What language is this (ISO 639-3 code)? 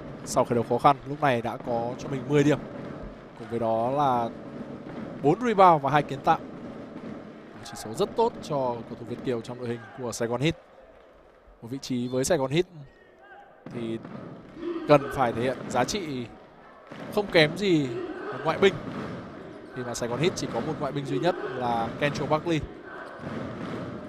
vie